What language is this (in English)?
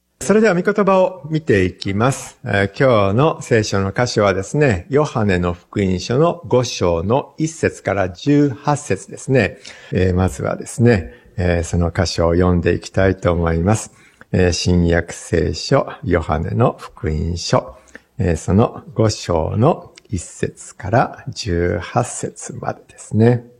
Japanese